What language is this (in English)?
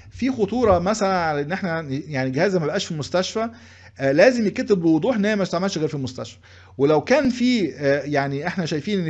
Egyptian Arabic